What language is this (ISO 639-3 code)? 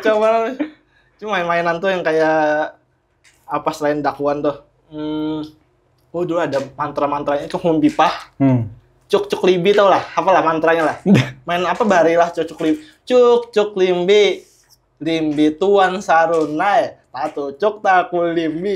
bjn